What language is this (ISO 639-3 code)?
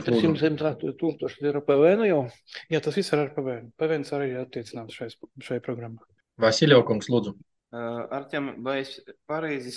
lav